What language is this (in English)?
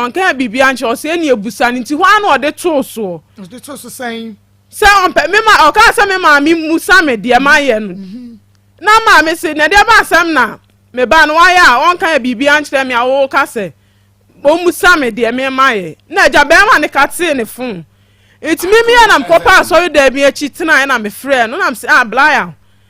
Akan